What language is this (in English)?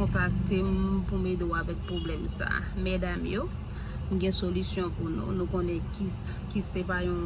Haitian Creole